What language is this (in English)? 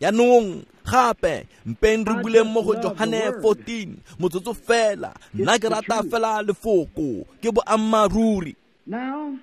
Tswana